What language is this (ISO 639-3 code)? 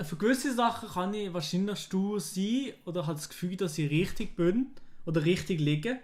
gsw